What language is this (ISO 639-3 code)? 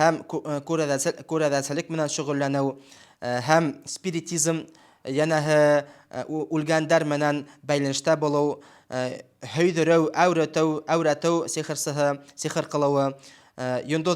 bak